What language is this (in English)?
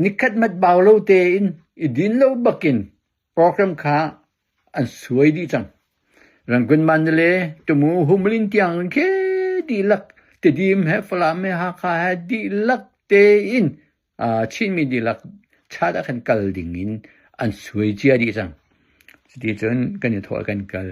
Hakha Chin